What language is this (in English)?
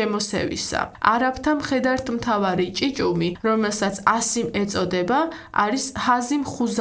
Georgian